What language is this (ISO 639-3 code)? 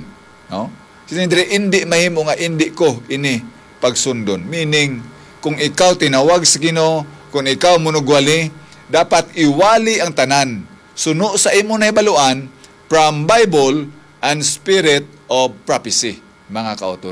hil